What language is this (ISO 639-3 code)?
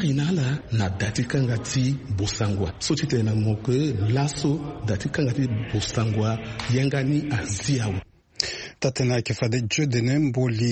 sag